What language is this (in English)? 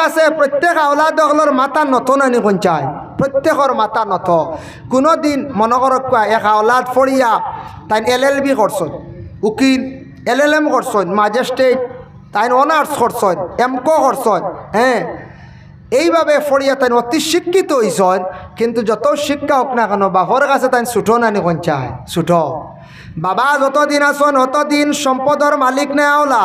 Sylheti